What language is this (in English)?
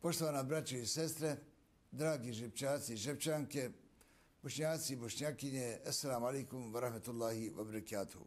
Bosnian